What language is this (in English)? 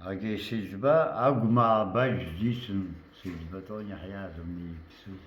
Abkhazian